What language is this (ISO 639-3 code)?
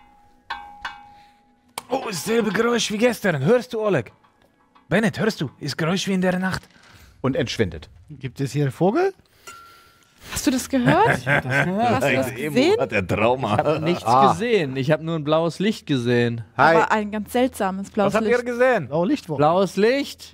deu